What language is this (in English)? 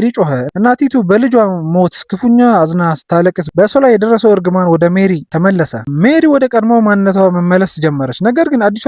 Amharic